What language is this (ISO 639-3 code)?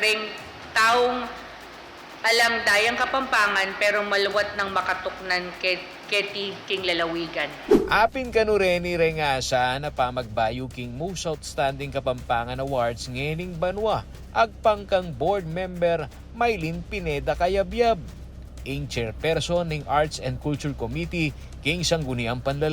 pam